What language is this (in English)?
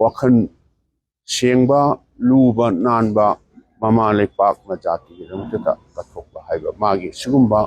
Manipuri